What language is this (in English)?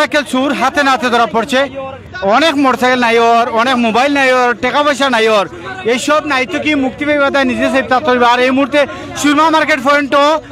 Sylheti